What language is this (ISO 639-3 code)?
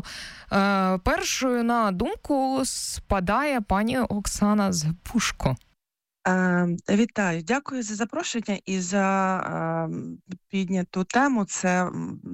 ukr